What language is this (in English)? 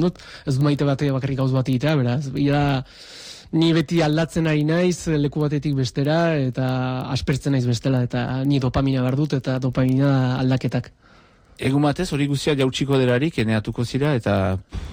Basque